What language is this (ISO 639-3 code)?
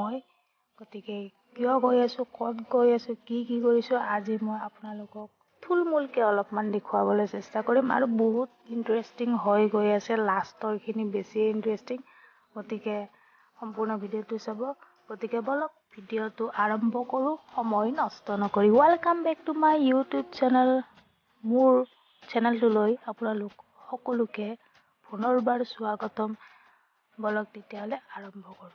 asm